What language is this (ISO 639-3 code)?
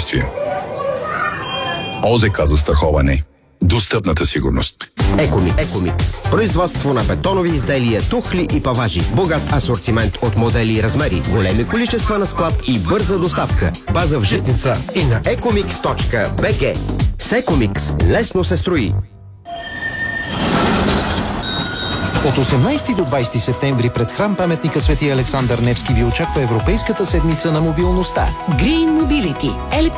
bul